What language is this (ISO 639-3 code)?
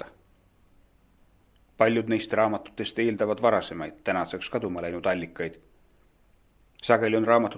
est